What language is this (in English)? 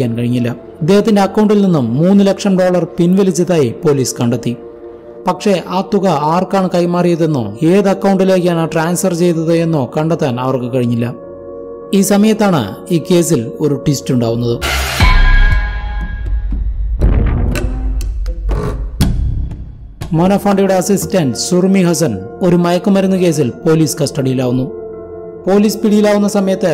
Malayalam